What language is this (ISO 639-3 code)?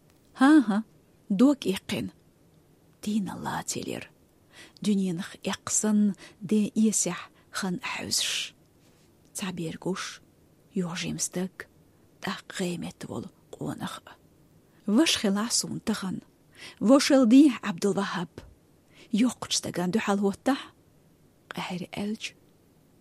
che